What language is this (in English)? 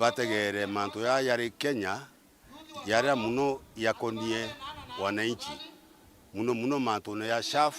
Meru